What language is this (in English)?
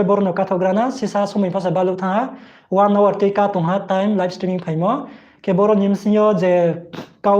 Riang (India)